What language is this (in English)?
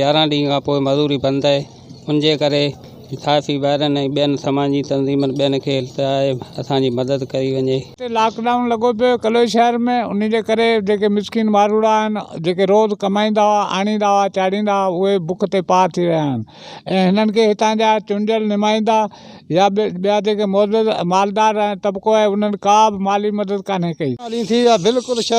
Sindhi